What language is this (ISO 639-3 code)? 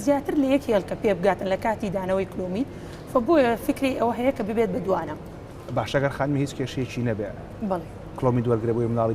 ckb